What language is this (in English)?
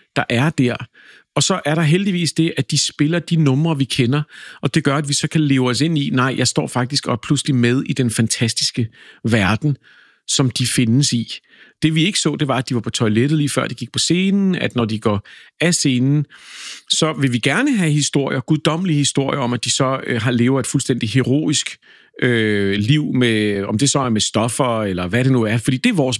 Danish